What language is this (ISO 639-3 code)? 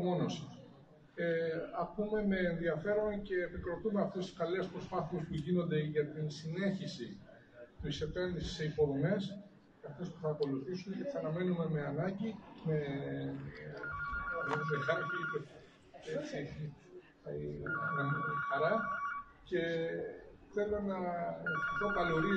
ell